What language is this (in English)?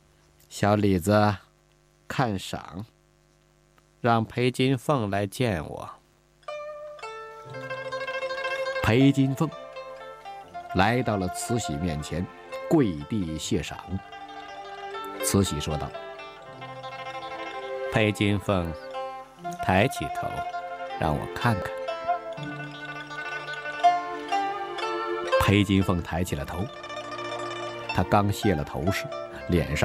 Chinese